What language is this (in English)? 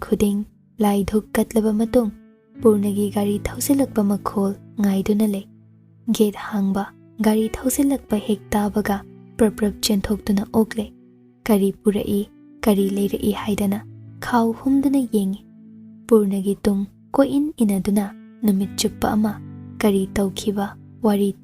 Manipuri